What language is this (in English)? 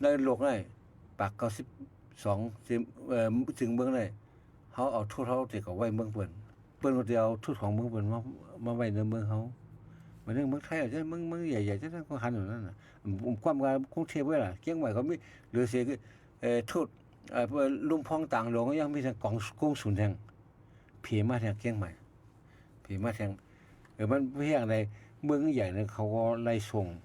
Shan